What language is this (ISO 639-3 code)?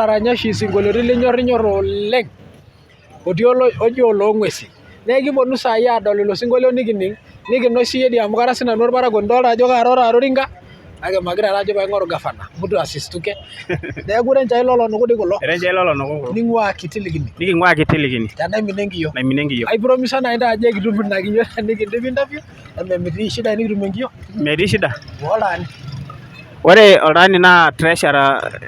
mas